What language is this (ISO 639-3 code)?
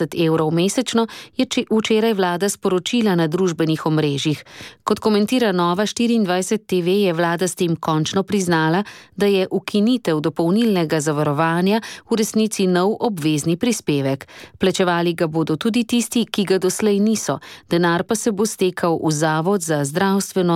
slv